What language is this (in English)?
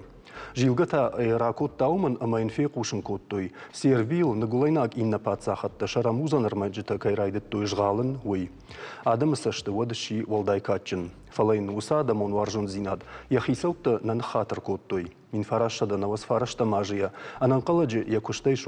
Ossetic